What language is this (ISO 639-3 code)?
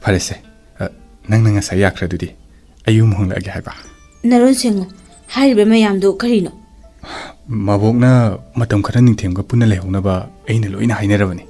mni